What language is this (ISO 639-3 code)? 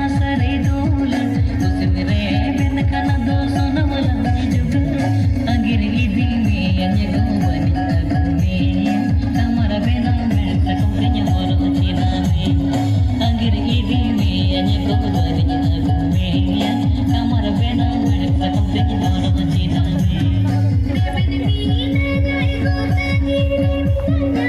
sat